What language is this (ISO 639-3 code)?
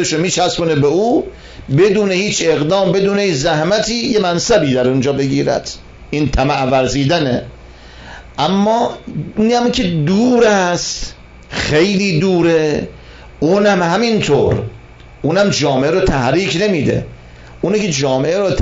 fas